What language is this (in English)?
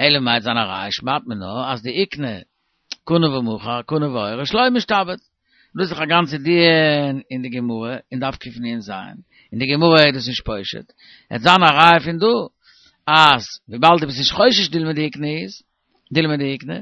Yiddish